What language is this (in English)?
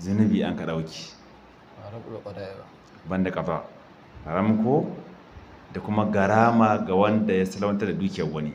Hausa